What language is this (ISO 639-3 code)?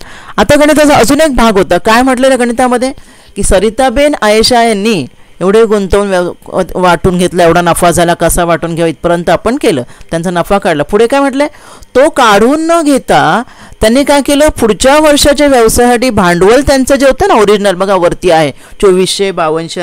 mar